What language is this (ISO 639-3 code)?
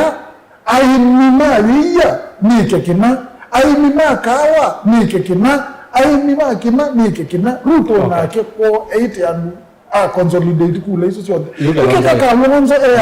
kam